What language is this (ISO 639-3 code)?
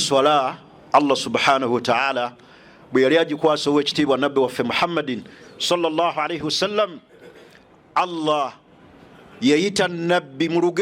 lug